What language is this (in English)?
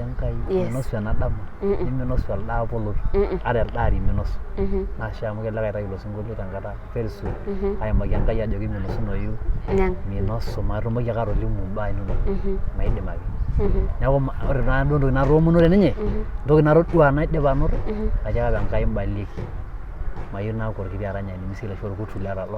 Masai